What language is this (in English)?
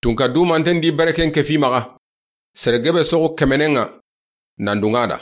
Soninke